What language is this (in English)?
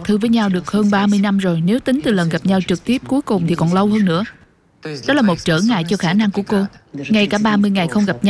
Vietnamese